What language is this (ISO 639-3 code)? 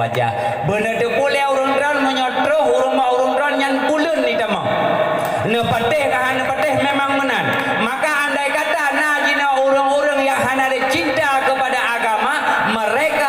ace